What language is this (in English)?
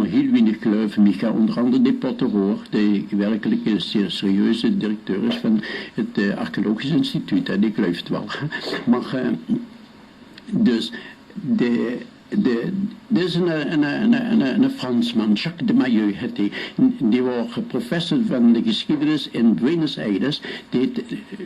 Limburgish